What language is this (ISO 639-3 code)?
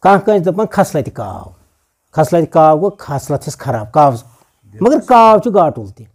kas